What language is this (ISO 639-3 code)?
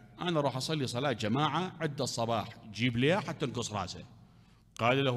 acm